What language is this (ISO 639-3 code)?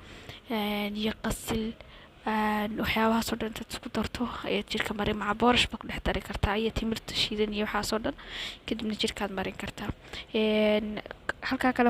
som